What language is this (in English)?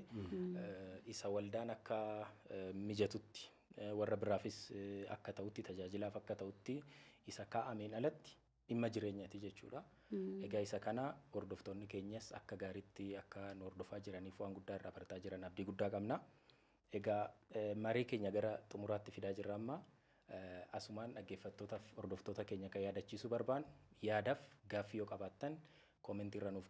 Oromo